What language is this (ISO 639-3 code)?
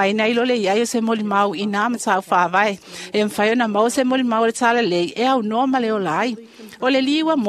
smo